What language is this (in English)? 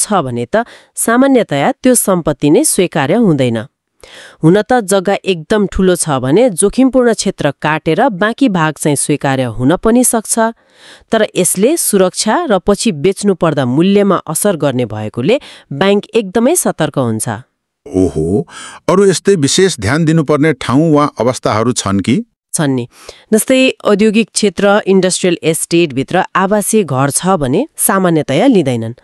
Nepali